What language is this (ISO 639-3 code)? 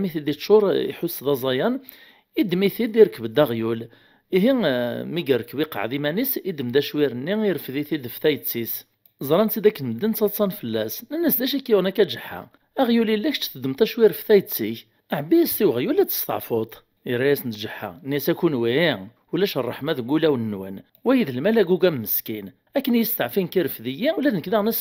kab